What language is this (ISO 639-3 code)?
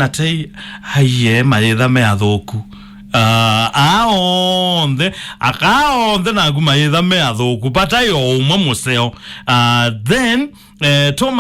kam